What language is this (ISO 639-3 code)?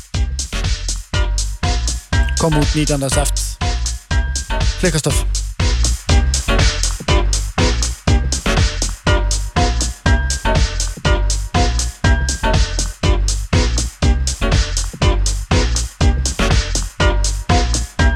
isl